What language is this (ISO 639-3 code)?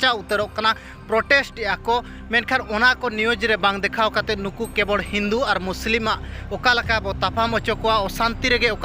sat